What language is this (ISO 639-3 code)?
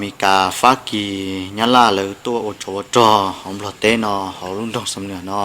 hmn